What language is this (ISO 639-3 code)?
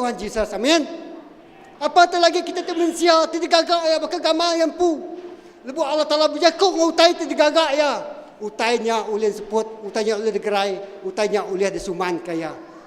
iba